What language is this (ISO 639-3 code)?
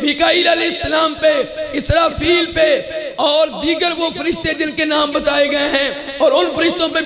urd